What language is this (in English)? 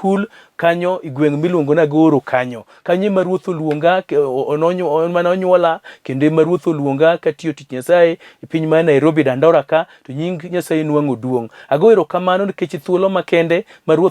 Luo (Kenya and Tanzania)